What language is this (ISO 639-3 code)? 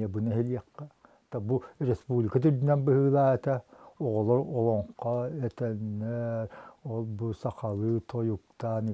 sah